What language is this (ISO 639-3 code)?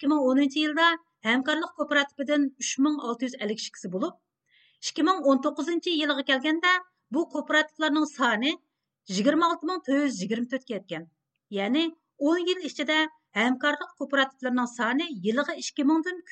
uig